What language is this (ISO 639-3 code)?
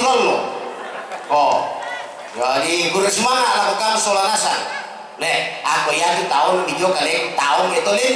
sda